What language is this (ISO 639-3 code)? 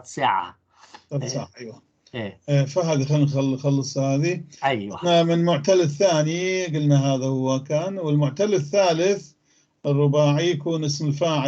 apc